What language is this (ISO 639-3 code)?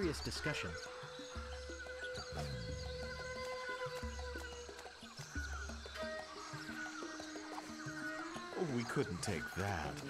fra